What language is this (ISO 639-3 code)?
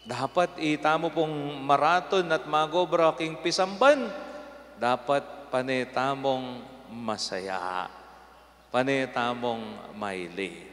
pam